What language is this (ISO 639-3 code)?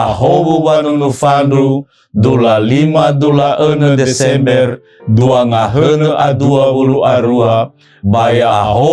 nia